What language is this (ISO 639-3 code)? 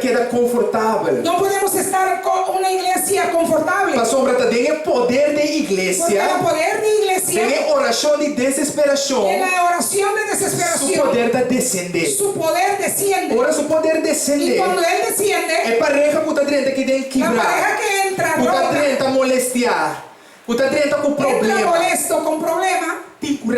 pap